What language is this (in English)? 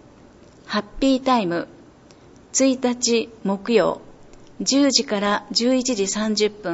Japanese